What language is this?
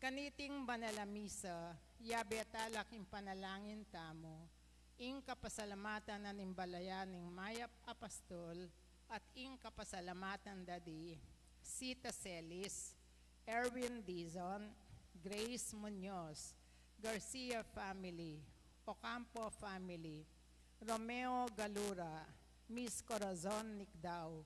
Pampanga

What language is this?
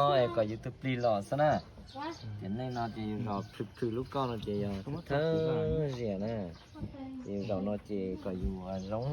Hmong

